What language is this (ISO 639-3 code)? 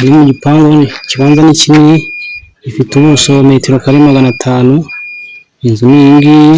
kin